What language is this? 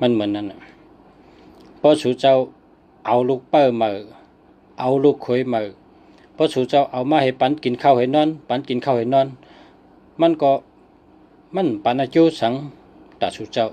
Shan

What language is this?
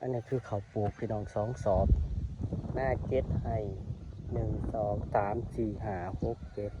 Northeastern Thai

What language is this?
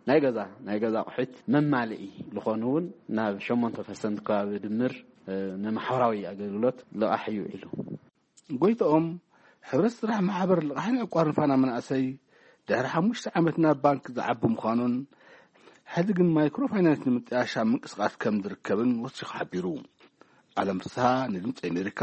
Tigrinya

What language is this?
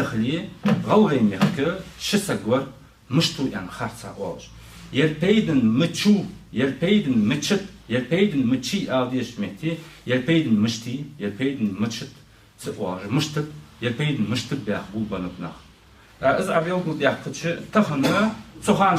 Ingush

